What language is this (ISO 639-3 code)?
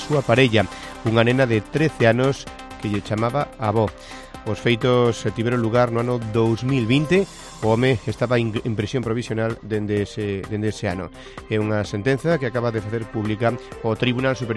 glg